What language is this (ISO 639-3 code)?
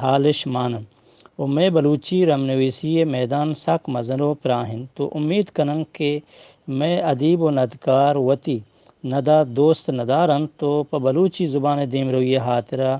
bgp